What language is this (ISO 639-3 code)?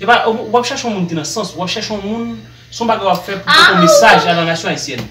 hat